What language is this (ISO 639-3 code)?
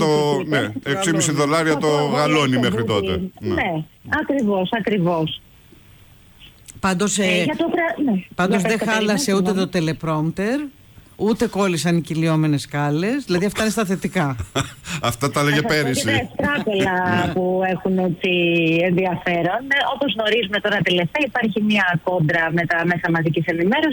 ell